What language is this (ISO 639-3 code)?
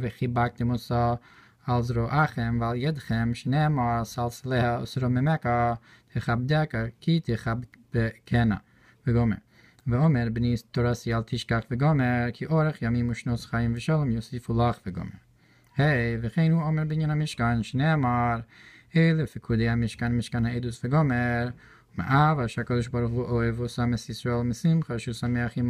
heb